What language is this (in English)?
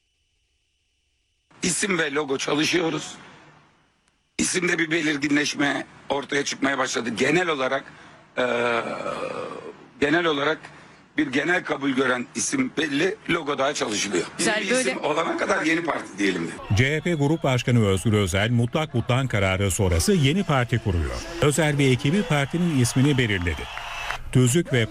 Turkish